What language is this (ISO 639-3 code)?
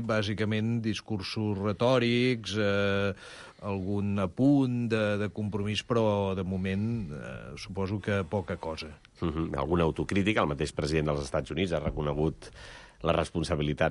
cat